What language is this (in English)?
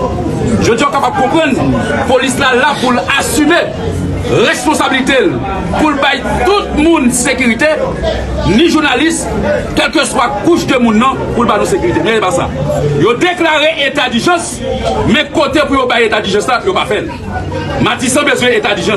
Haitian Creole